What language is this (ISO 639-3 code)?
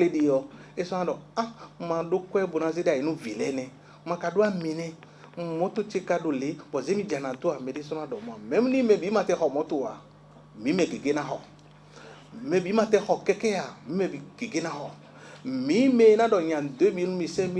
fon